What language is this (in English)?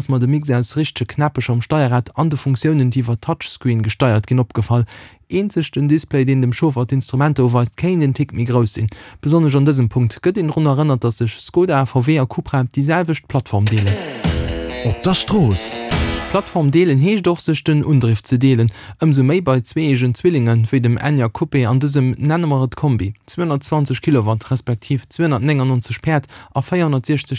Luxembourgish